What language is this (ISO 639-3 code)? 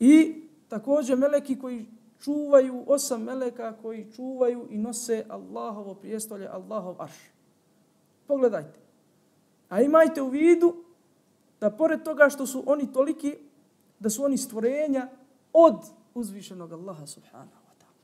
bos